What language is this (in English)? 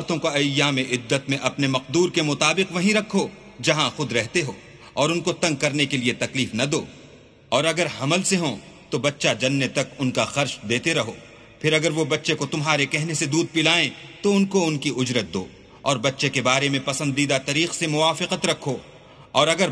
Urdu